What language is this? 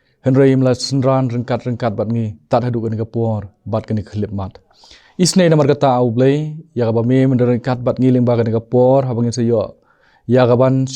Khasi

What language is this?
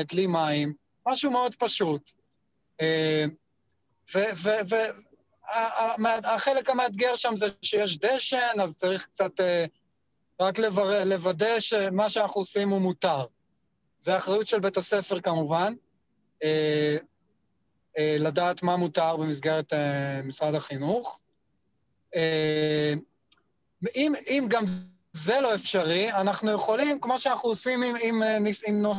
Hebrew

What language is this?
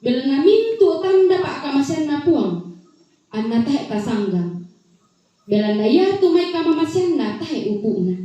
Toraja-Sa'dan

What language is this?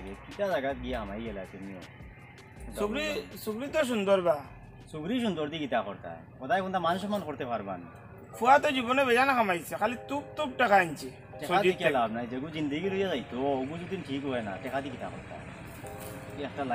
Sylheti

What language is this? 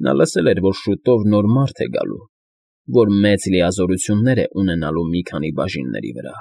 Armenian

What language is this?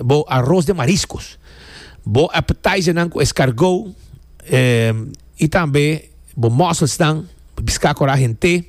Papiamento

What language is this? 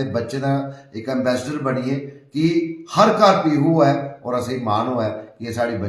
Dogri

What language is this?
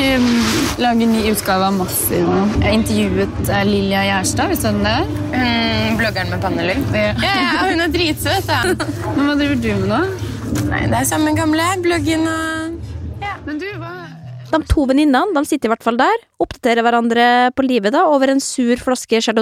Norwegian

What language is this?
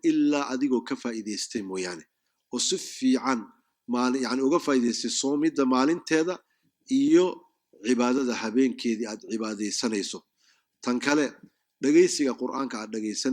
Somali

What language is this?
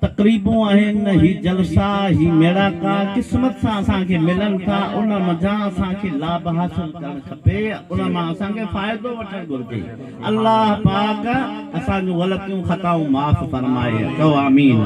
Sindhi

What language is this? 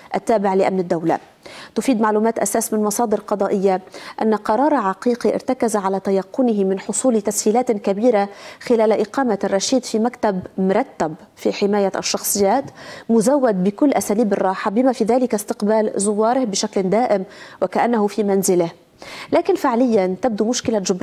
Arabic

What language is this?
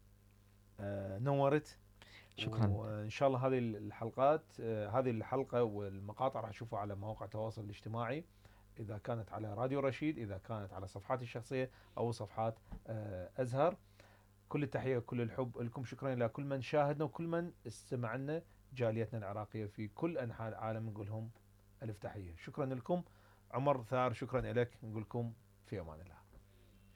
Mesopotamian Arabic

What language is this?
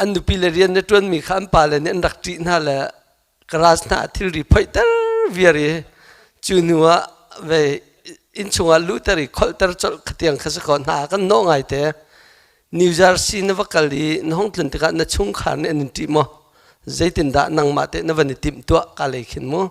Hakha Chin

